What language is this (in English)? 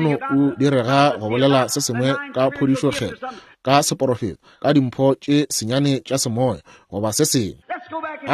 Northern Sotho